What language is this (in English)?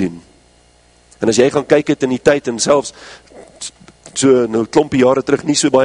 Afrikaans